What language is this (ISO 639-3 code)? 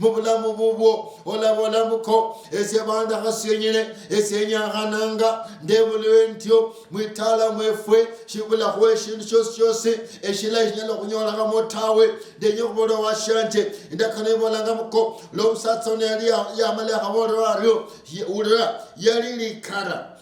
luy